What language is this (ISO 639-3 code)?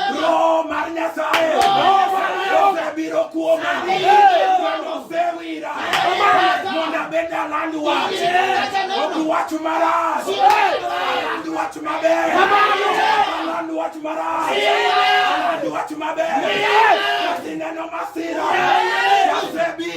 luo